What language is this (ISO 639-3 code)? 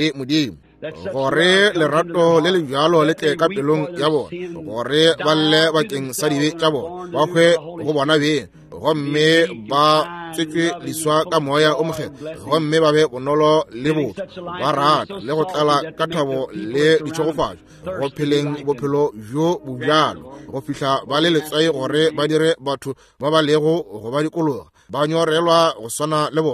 nso